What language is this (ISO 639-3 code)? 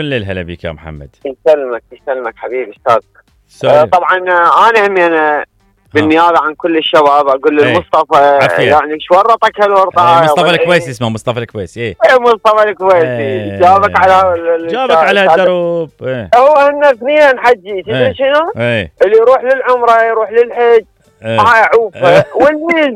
acm